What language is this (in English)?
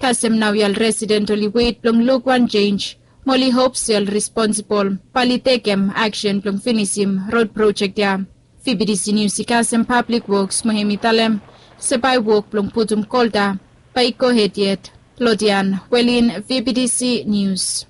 Bislama